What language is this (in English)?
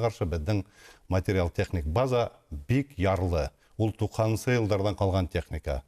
Bashkir